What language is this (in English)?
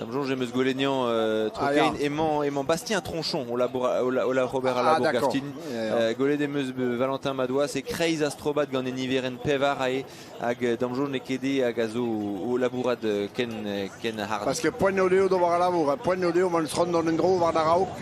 Breton